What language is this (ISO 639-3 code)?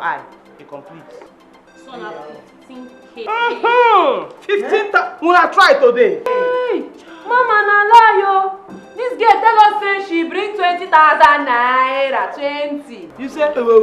pcm